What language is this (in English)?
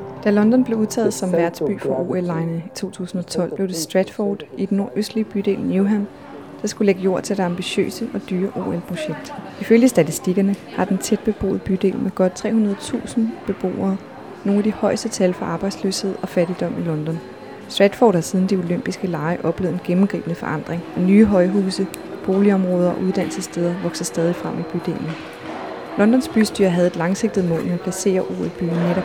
Danish